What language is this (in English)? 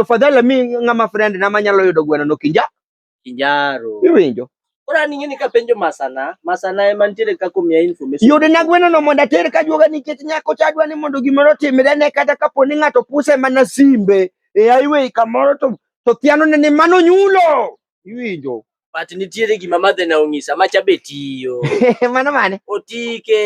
Luo (Kenya and Tanzania)